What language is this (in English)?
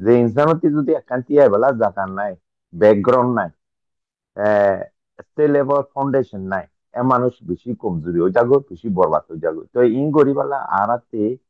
Rohingya